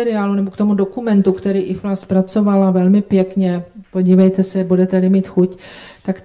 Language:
Czech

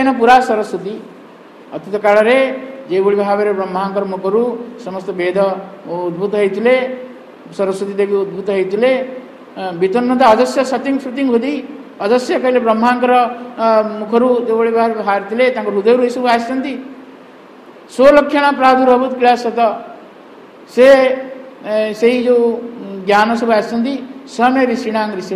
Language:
Odia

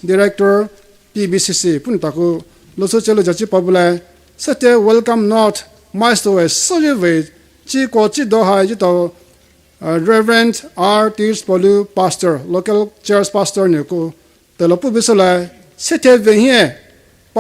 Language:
Poumei Naga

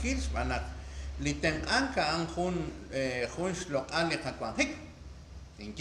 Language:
Kekchí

